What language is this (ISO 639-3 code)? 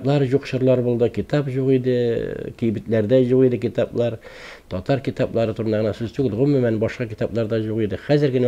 tat